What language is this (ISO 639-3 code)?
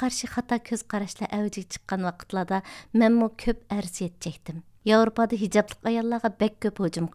uig